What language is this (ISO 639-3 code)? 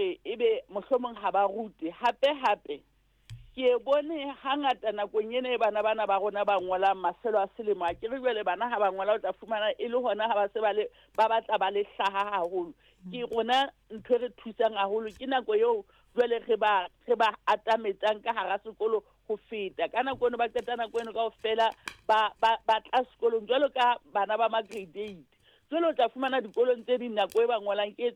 sot